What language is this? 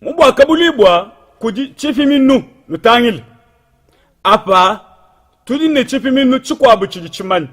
Luba-Lulua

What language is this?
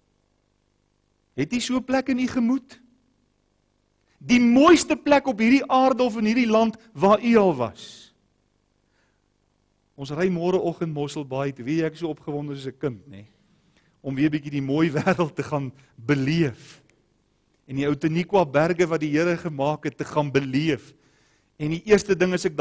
Afrikaans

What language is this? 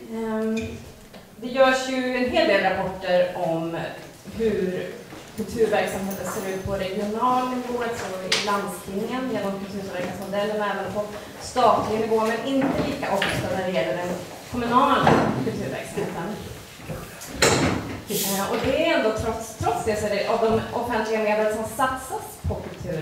Swedish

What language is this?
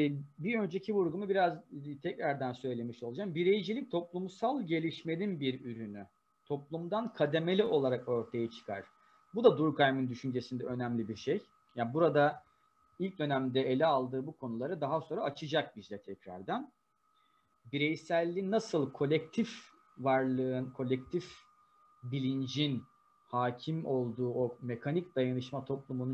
Turkish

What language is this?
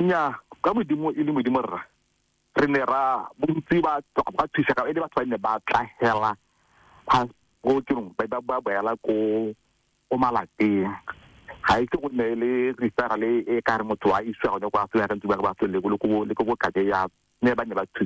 Tswana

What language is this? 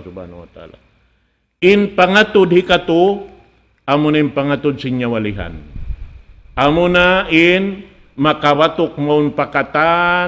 Tausug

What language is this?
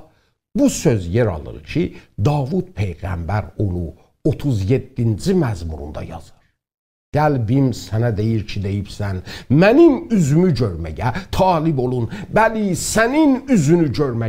South Azerbaijani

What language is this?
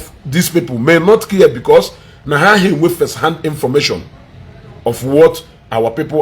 Igbo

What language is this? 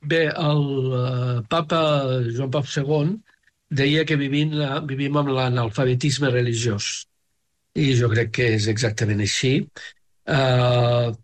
Catalan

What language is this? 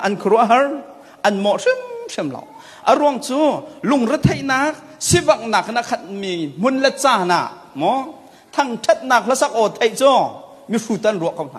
Hakha Chin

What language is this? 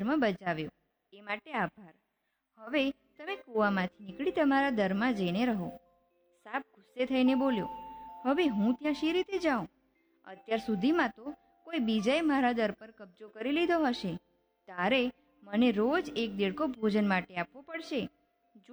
Gujarati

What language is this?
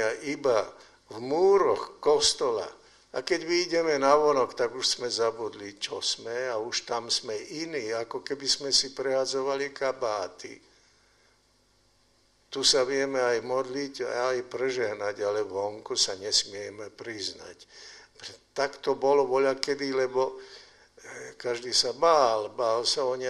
Slovak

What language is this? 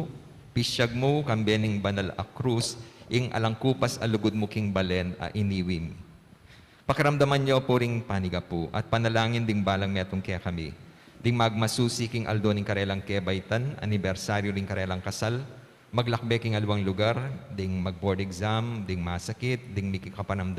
Pampanga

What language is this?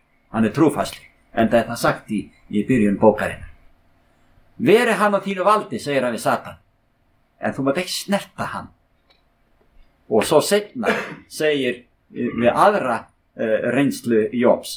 Icelandic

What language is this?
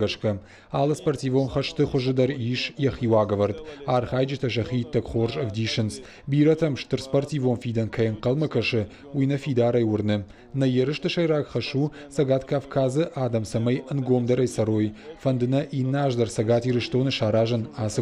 Ossetic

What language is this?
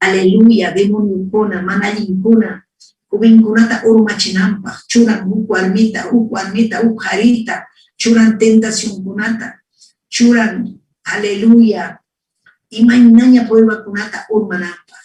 Ayacucho Quechua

